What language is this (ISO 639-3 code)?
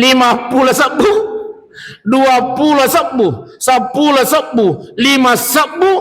bug